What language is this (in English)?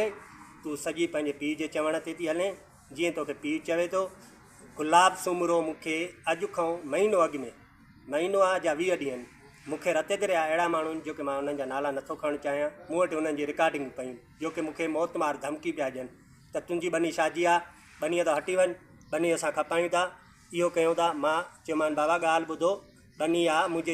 Sindhi